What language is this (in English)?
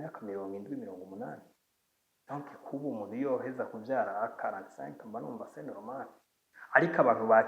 Rundi